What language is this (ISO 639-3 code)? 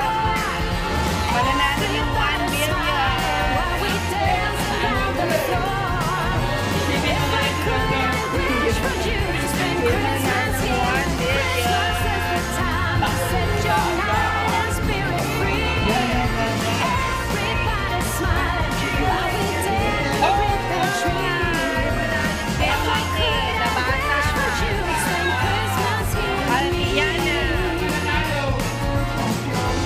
fil